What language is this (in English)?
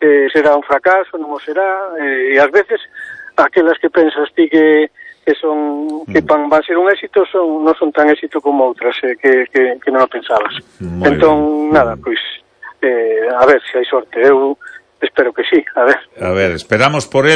Galician